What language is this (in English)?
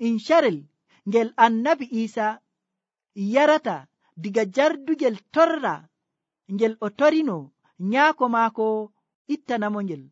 Nigerian Fulfulde